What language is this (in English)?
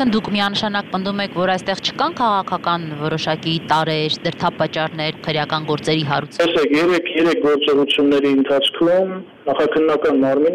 Armenian